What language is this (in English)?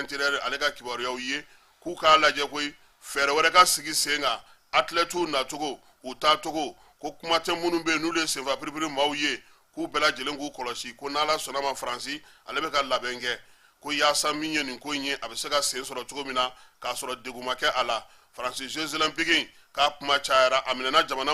Bambara